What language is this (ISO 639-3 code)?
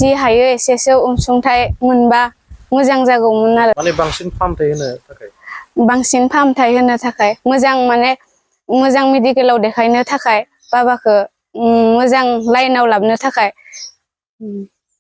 brx